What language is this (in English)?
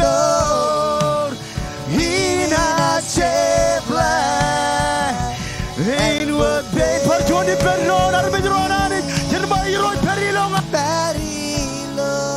Marshallese